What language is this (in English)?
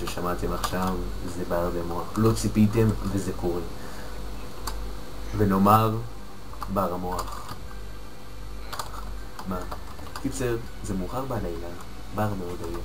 Hebrew